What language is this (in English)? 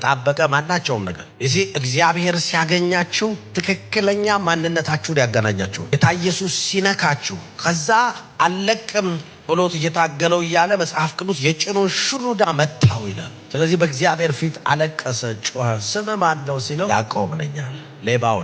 Amharic